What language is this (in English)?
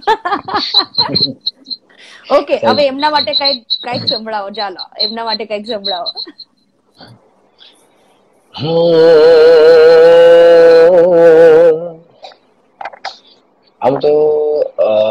Gujarati